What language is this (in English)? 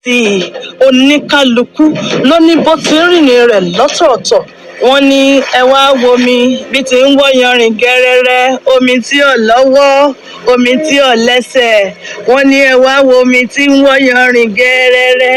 Yoruba